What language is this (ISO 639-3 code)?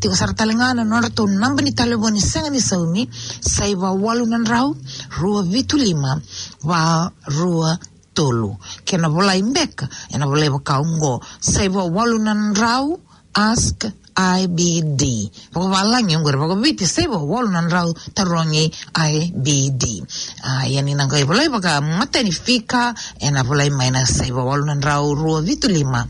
fij